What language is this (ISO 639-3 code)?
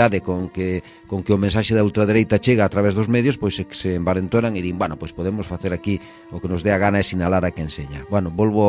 glg